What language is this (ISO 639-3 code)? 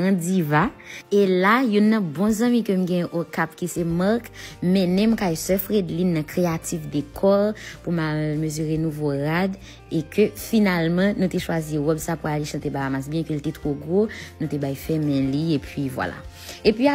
hat